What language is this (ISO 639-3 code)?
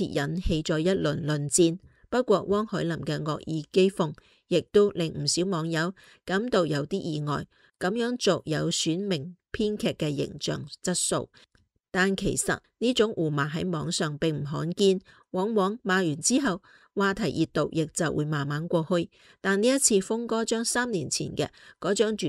yue